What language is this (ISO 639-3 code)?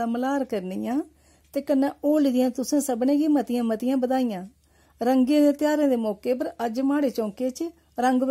doi